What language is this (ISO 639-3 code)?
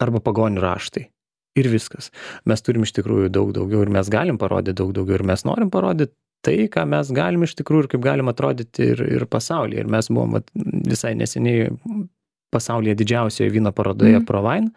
lit